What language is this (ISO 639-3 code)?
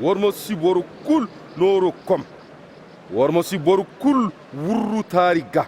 dje